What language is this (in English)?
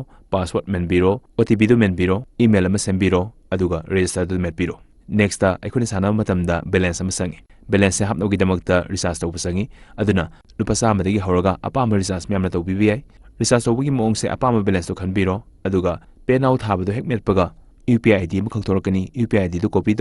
Manipuri